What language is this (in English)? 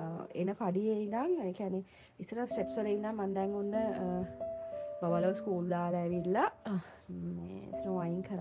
Sinhala